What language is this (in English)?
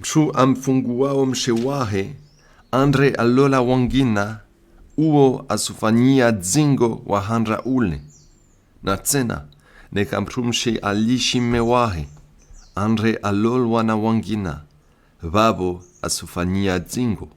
Comorian